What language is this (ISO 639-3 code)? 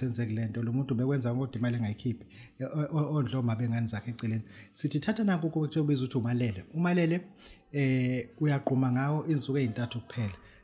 zul